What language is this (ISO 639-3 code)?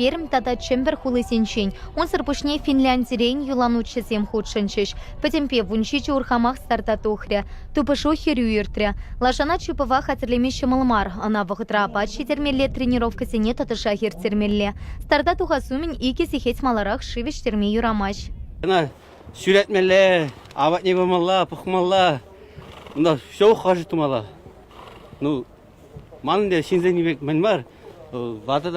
chv